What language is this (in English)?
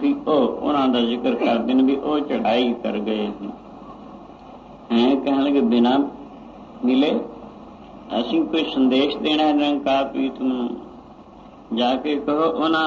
Punjabi